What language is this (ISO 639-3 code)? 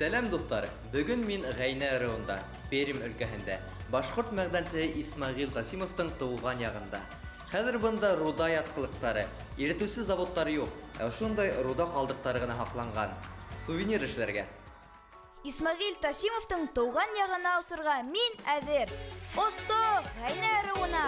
bak